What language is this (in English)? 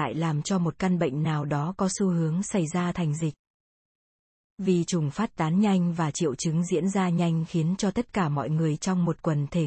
Vietnamese